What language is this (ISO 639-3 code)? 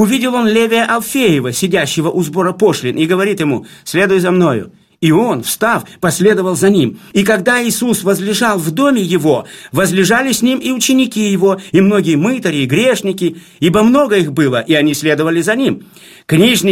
rus